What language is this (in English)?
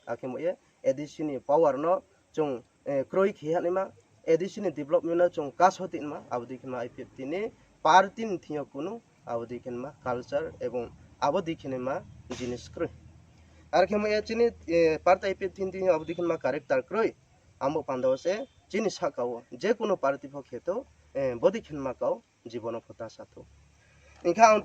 Riang (India)